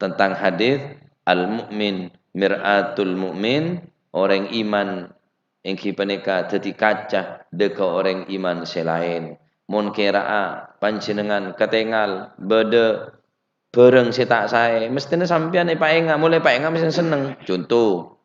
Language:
Madurese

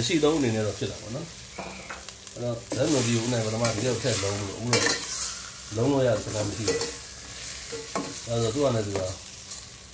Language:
Burmese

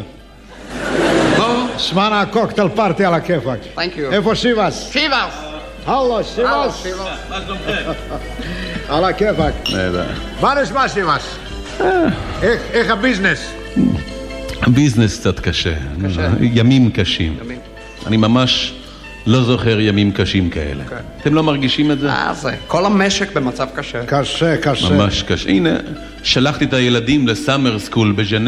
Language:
Hebrew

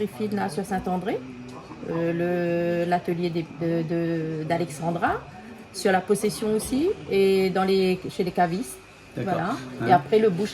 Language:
Réunion Creole French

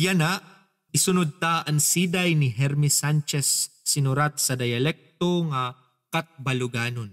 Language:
Waray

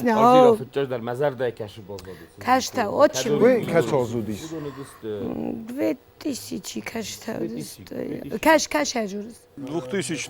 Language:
Ossetic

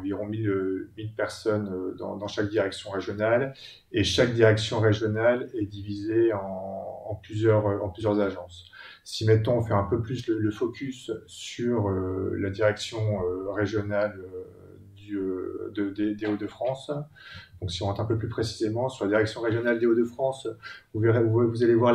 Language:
French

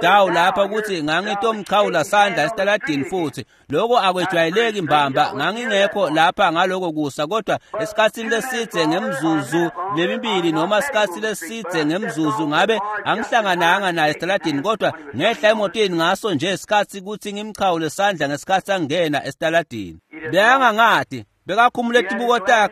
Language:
Swati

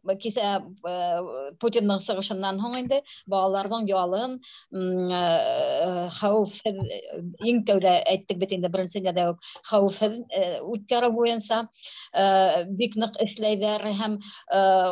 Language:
Bashkir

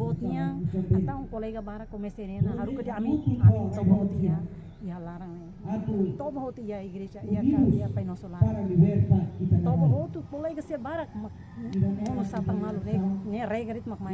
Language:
Tetum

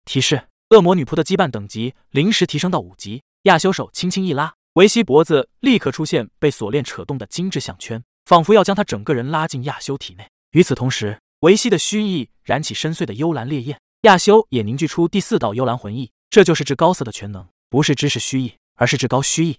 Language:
Chinese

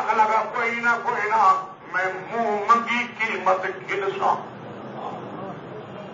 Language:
Urdu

